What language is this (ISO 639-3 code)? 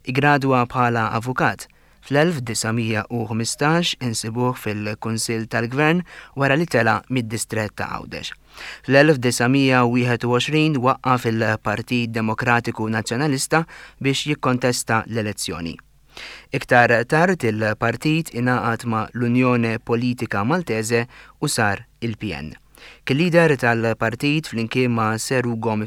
mlt